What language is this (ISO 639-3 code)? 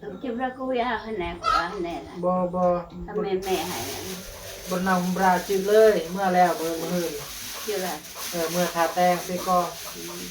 tts